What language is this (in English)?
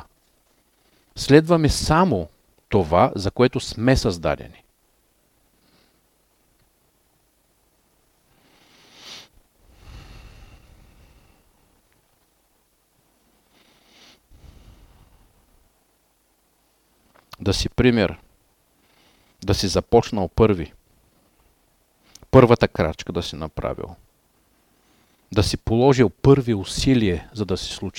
Bulgarian